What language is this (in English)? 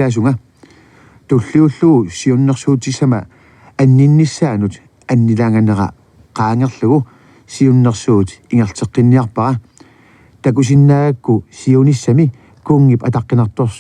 Kalaallisut